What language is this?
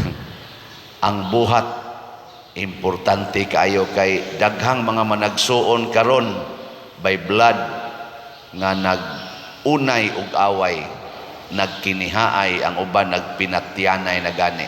Cebuano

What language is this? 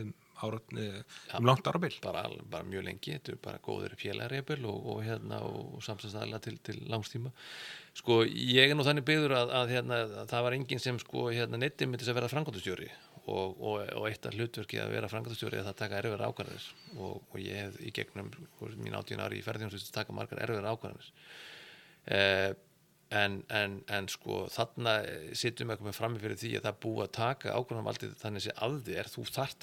Icelandic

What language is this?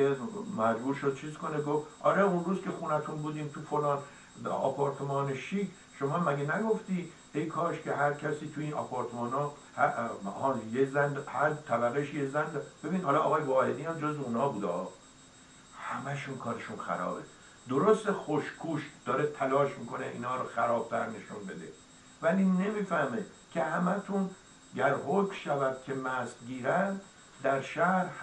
Persian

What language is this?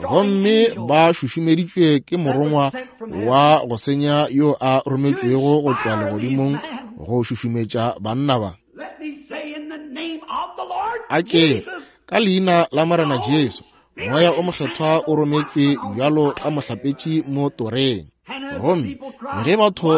Northern Sotho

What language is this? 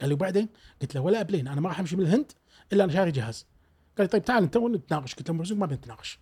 Gulf Arabic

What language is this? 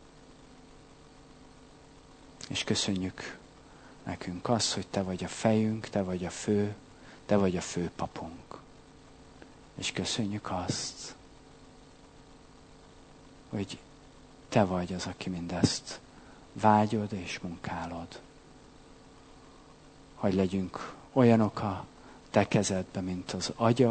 Hungarian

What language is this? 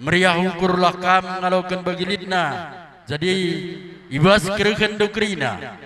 Batak Karo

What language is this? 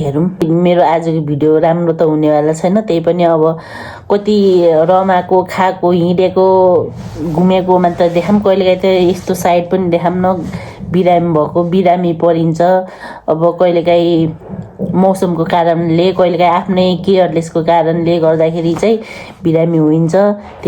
Nepali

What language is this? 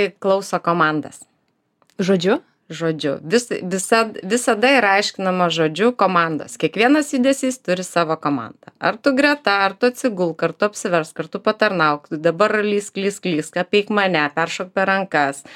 Lithuanian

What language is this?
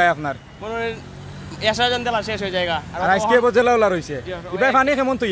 Sylheti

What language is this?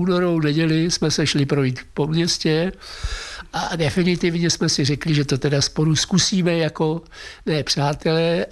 Czech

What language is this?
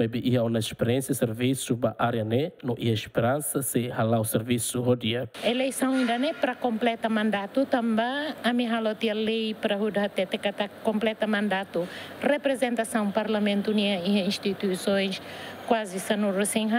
Tetum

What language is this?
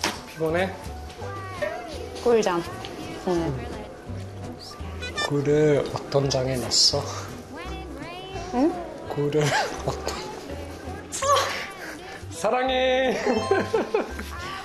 Korean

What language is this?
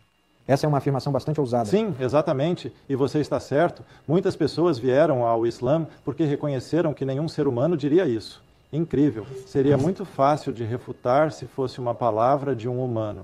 Portuguese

